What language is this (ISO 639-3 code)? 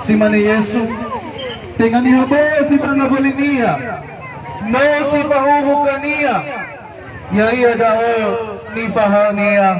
nia